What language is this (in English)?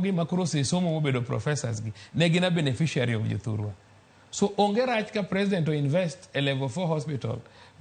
Luo (Kenya and Tanzania)